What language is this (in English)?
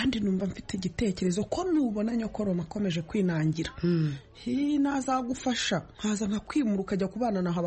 Kinyarwanda